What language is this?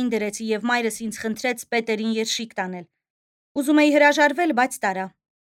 Armenian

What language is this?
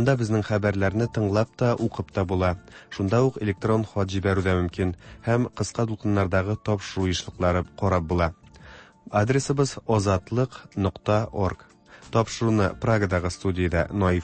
Tatar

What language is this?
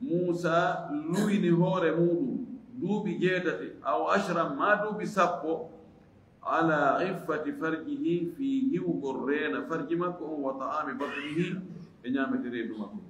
Fula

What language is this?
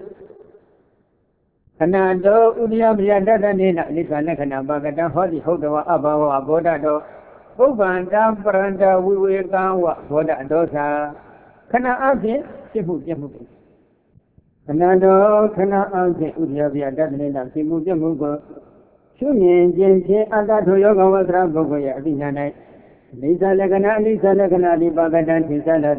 Burmese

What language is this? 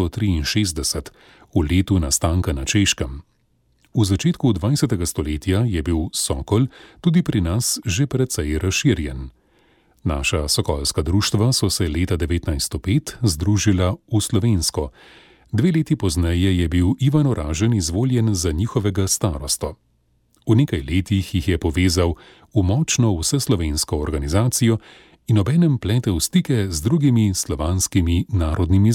Slovenian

